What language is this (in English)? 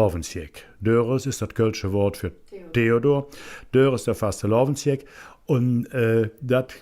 Colognian